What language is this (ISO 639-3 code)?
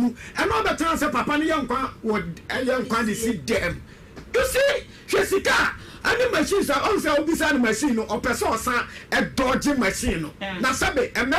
aka